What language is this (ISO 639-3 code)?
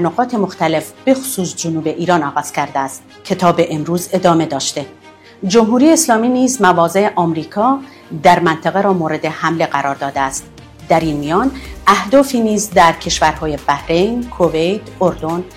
fas